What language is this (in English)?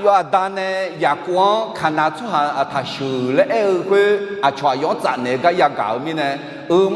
Akha